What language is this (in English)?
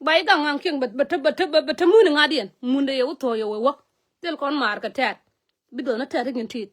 Nuer